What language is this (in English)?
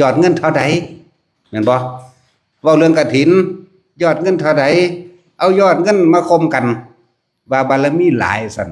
Northeastern Thai